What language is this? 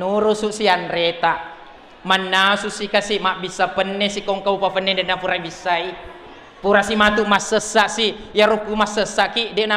Buginese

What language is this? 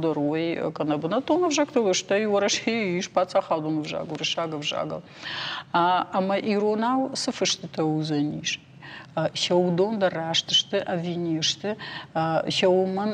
Ossetic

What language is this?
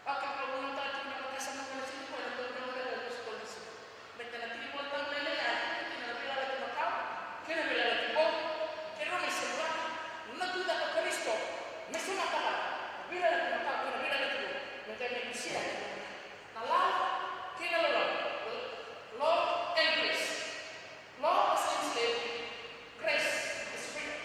Fijian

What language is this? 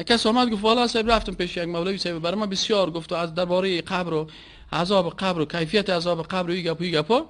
Persian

